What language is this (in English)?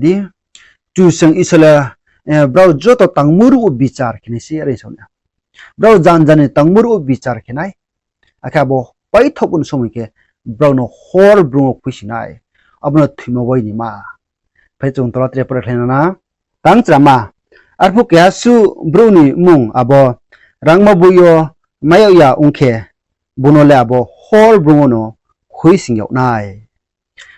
Riang (India)